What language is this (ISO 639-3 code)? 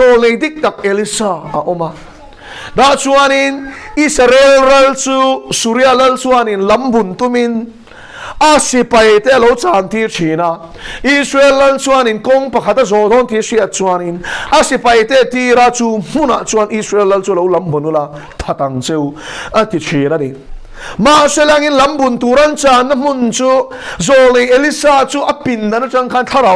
lus